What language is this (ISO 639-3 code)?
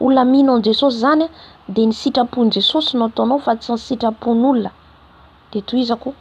mlg